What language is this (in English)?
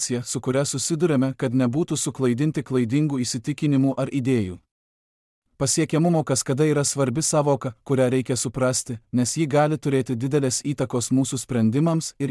Lithuanian